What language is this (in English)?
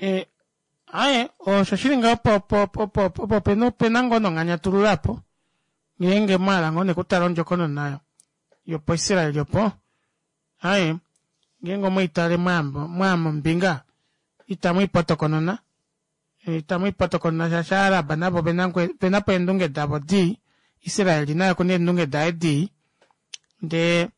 Kuanyama